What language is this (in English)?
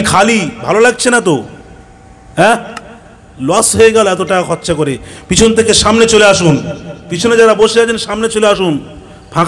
Bangla